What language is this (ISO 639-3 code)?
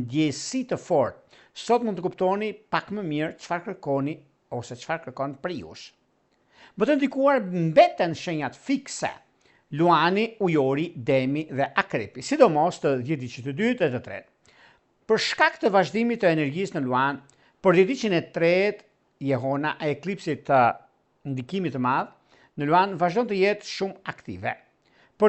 sqi